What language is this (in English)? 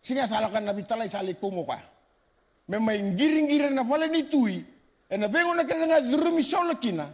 Fijian